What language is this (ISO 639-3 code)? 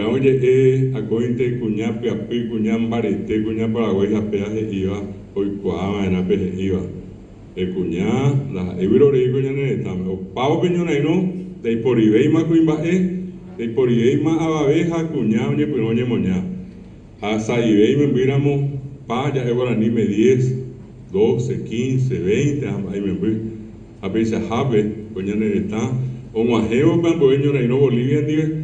grn